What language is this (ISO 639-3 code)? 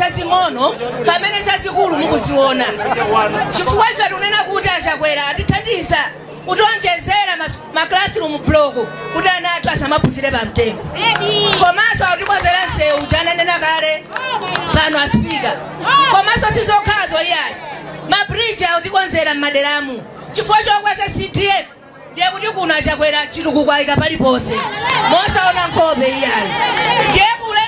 nya